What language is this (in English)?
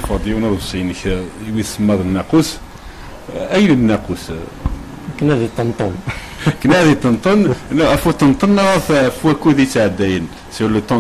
Kabyle